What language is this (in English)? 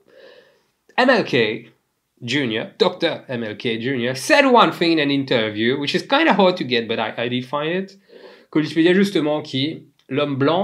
Morisyen